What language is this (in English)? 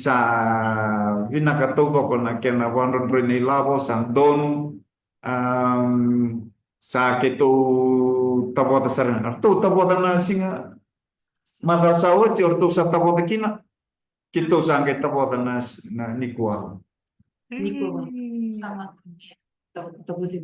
Fijian